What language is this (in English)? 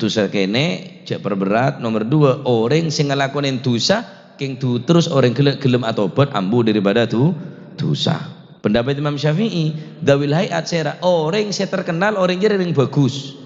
Madurese